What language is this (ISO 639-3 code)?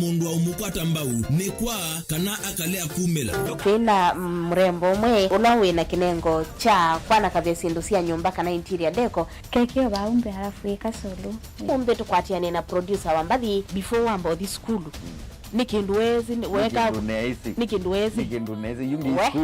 kam